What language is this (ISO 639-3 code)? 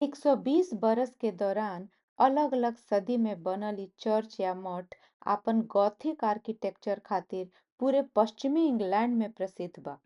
bho